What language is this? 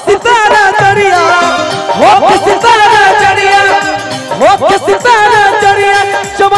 Bhojpuri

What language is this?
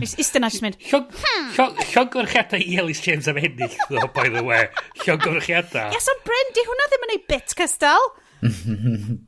Welsh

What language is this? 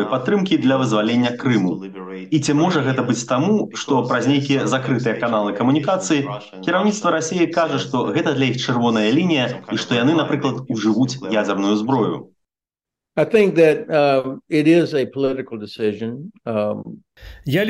Belarusian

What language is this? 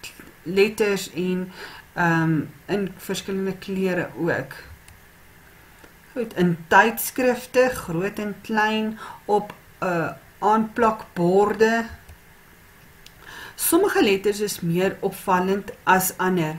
Afrikaans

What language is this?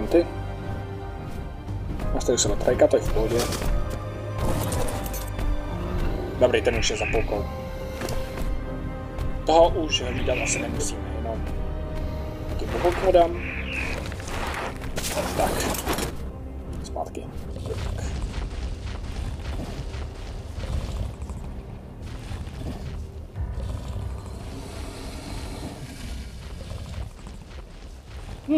Czech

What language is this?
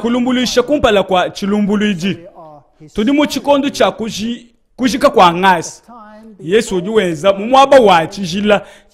Luba-Lulua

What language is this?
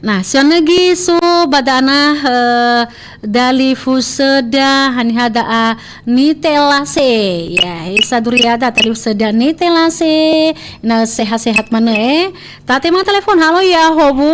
Nias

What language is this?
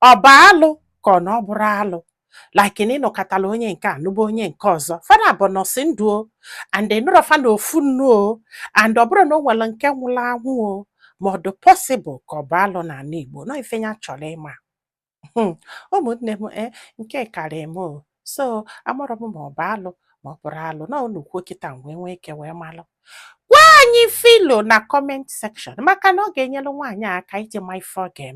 Igbo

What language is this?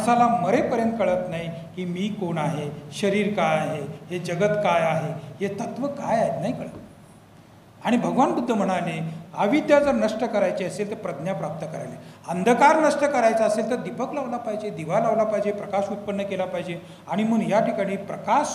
Marathi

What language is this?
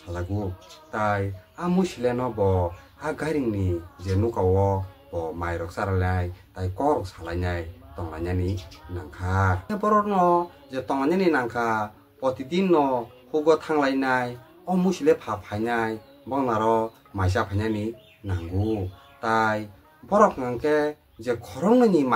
Kok Borok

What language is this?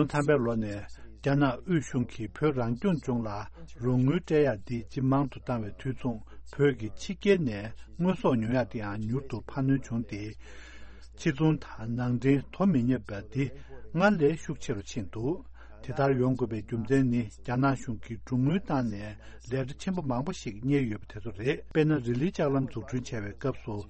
Tibetan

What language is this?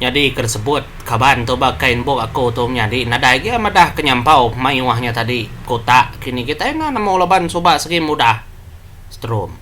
Iban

